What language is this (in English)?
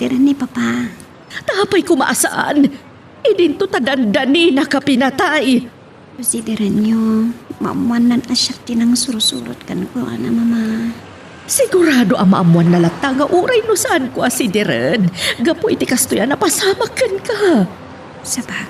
Iloko